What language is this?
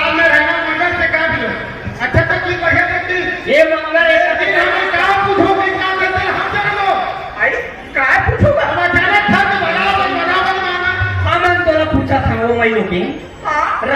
Chhattisgarhi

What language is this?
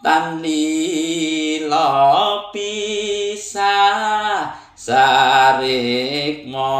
Javanese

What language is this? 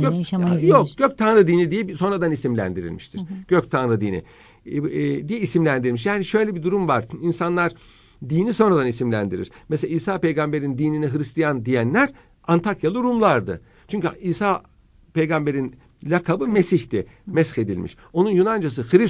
Turkish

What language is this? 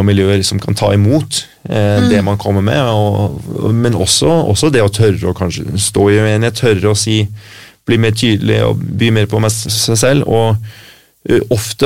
Norwegian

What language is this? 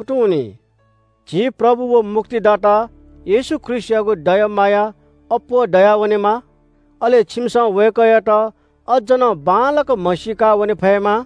Newari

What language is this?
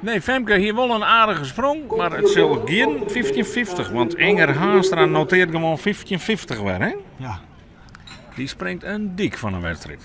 Western Frisian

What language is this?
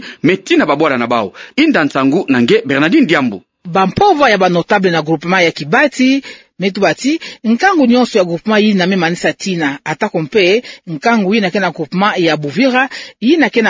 Kituba (Democratic Republic of Congo)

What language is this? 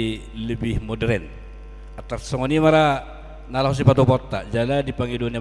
Batak Toba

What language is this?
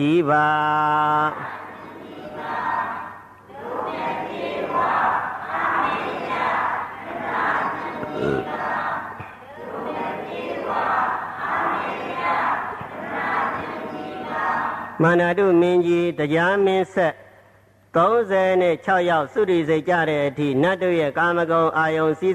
Burmese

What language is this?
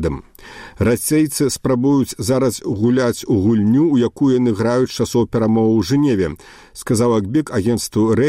Belarusian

